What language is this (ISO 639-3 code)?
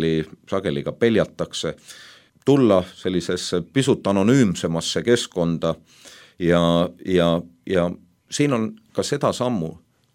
est